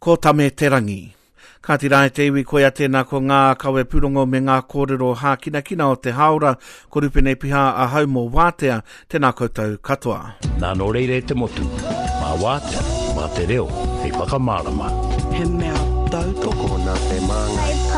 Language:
Māori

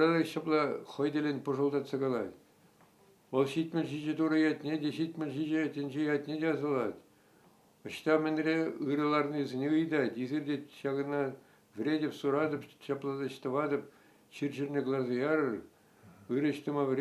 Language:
Chuvash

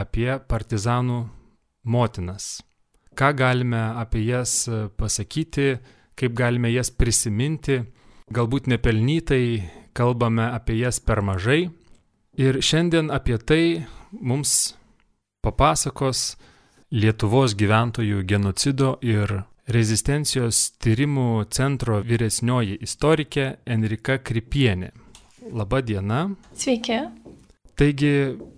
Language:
Lithuanian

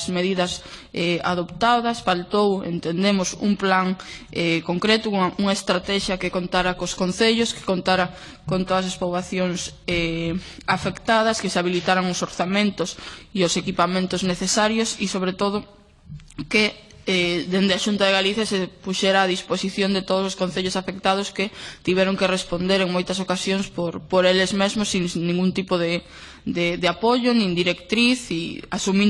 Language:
Galician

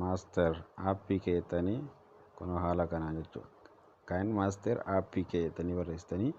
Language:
Oromo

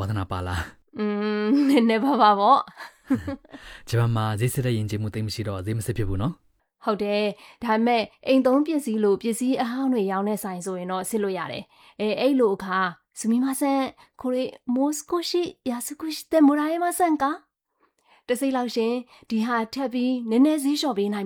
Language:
Burmese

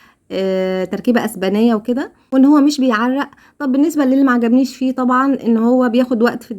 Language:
Egyptian Arabic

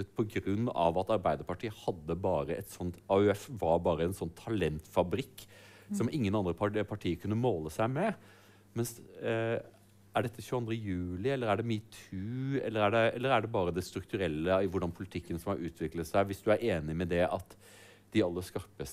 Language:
Norwegian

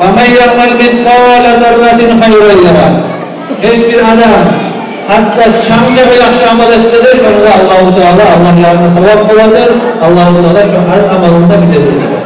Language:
Kumyk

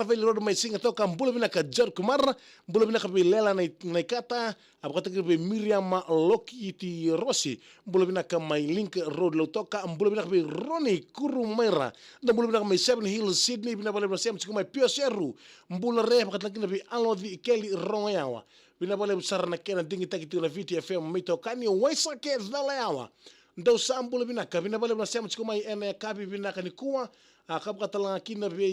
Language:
Fijian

